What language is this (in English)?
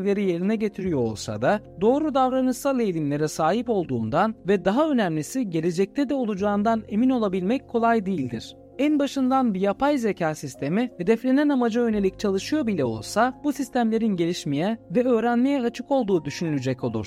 Turkish